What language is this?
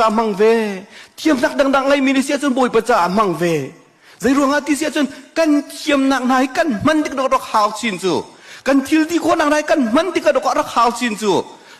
Hakha Chin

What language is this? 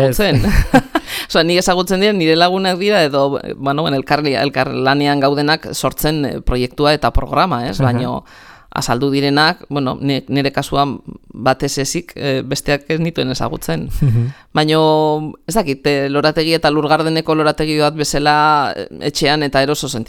Basque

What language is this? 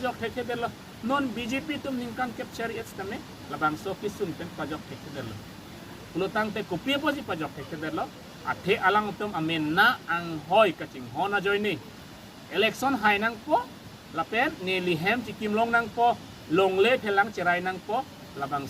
Karbi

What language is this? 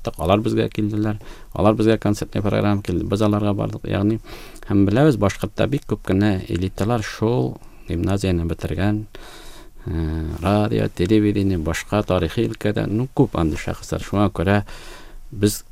Tatar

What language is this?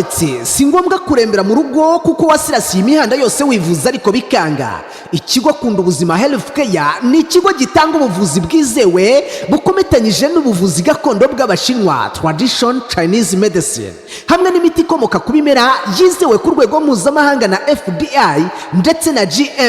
Kinyarwanda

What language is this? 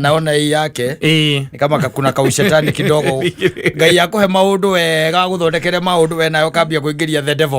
Kikuyu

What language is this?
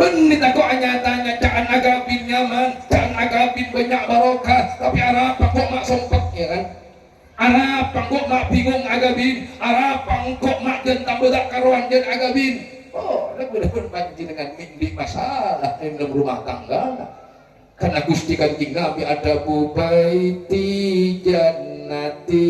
Madurese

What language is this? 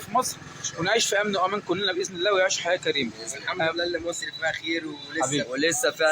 Egyptian Arabic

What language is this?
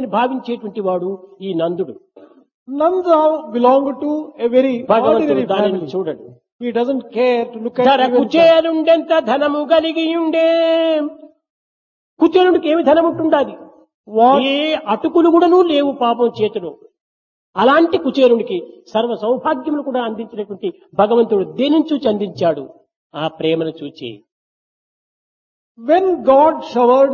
Telugu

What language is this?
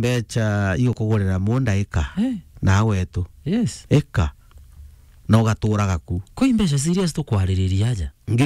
Meru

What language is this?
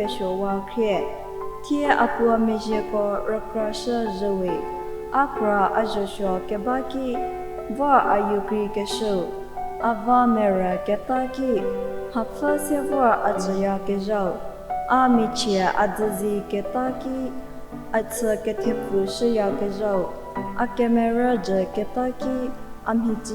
Angami Naga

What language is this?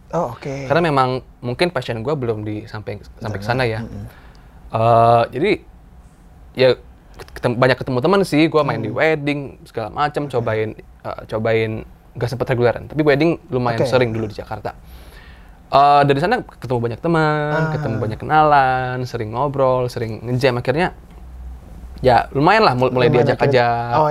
Indonesian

